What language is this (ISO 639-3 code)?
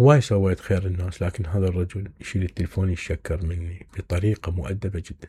acm